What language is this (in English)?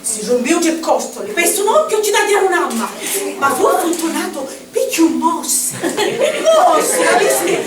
Sicilian